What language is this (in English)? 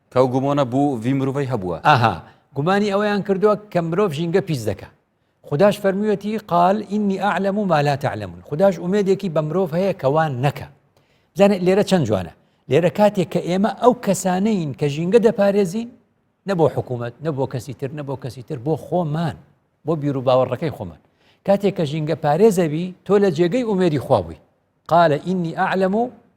Central Kurdish